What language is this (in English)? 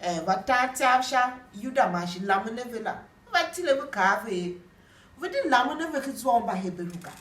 Tiv